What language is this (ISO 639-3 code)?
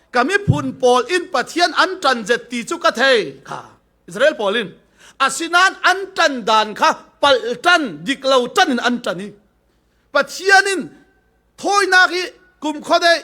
cfm